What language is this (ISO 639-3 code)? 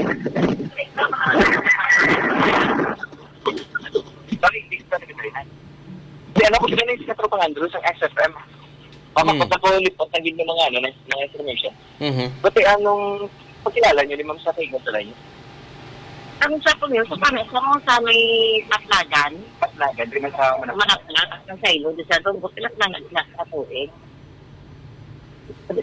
fil